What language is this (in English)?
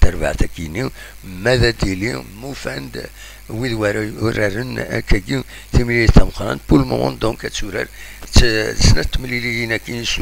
Kabyle